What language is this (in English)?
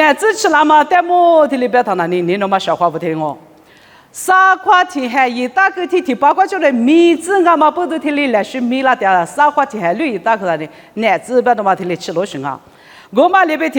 Lisu